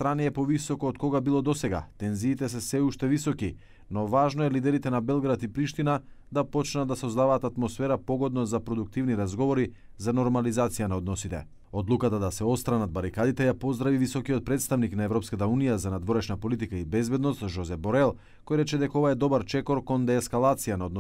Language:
Macedonian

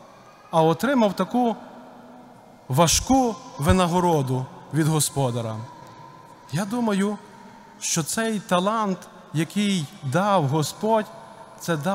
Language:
Ukrainian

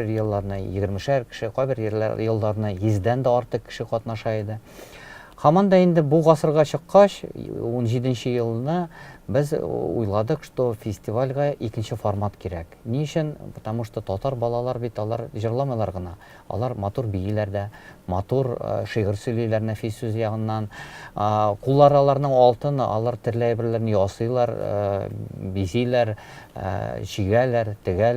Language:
Tatar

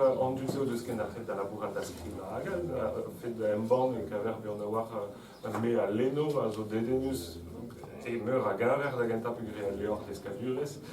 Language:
Breton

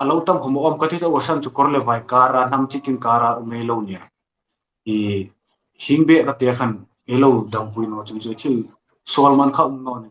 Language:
Hmar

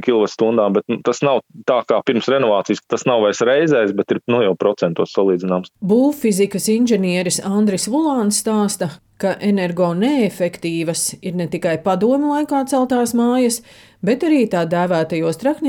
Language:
Latvian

